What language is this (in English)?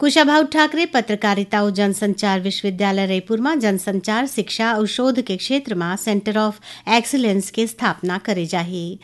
Chhattisgarhi